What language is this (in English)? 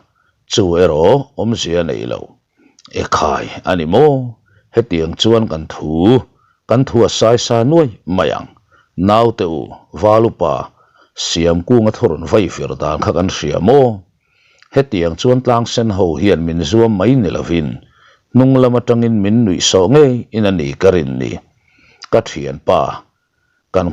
Mizo